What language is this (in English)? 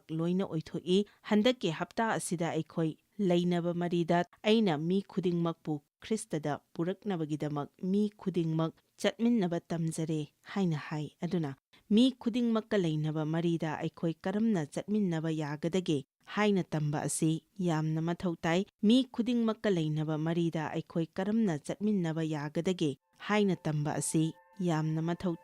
Manipuri